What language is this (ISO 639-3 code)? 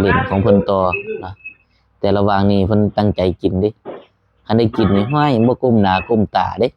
tts